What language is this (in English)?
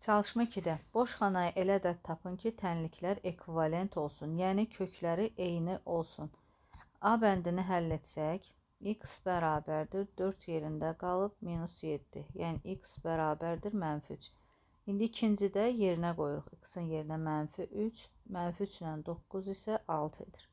Azerbaijani